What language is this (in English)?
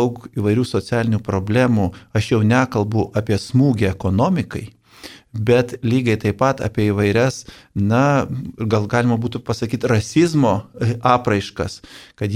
Lithuanian